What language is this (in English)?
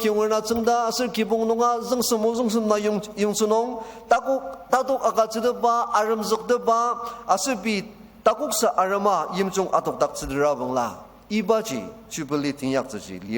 Ao Naga